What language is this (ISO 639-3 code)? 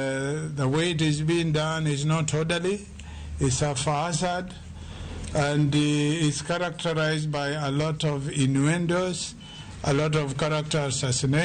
luo